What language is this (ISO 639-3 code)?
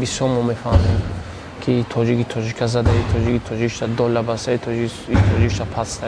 tgk